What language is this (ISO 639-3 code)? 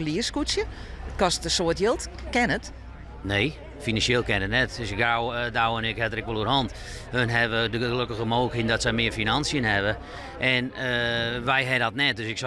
fry